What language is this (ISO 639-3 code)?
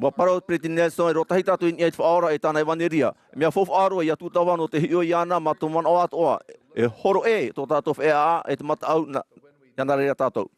tah